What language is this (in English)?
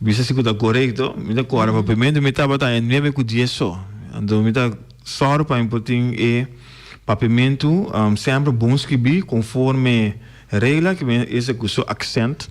Papiamento